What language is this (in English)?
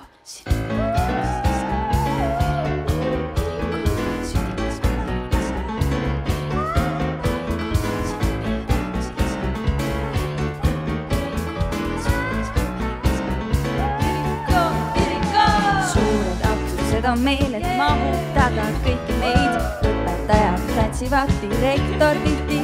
Estonian